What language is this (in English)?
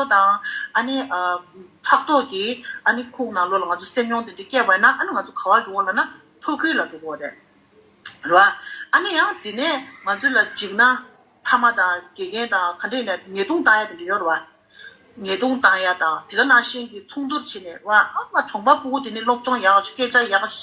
Tibetan